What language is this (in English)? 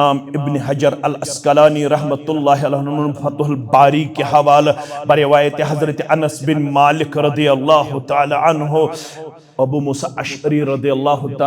Kashmiri